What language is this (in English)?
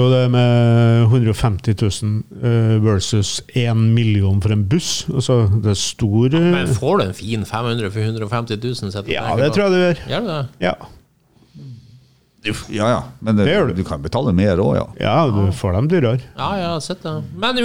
Norwegian